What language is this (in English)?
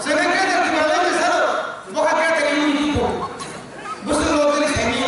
Kok Borok